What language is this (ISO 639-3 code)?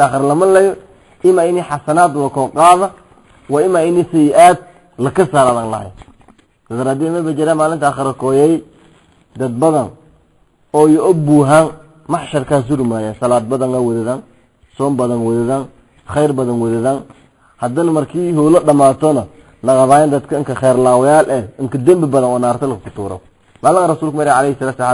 som